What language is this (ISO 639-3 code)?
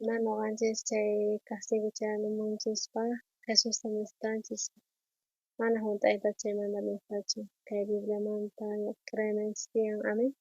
quh